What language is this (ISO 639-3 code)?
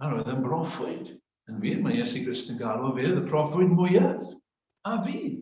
cym